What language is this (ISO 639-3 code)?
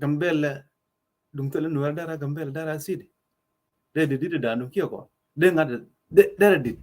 nus